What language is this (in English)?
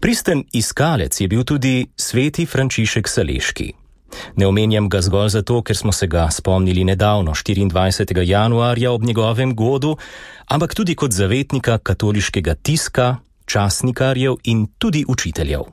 Slovenian